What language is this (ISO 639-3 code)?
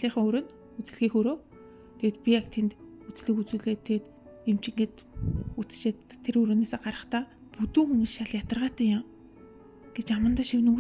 mon